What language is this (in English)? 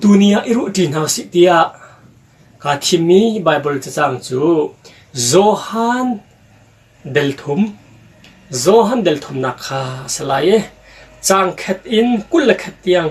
Hakha Chin